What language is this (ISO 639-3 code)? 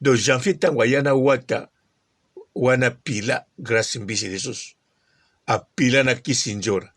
lin